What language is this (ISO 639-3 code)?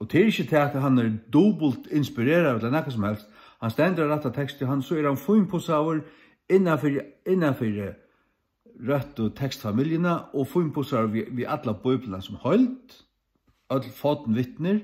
fao